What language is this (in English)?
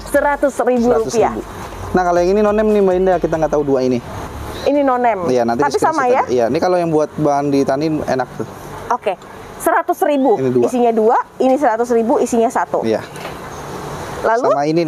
Indonesian